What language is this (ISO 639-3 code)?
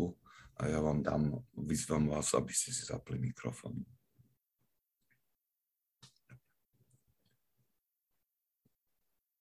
slk